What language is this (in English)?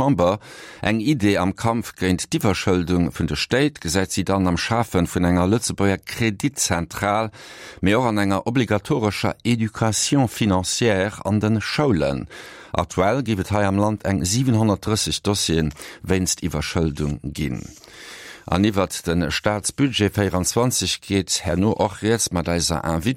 Luxembourgish